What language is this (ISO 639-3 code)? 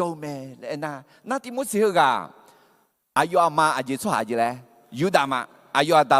ahk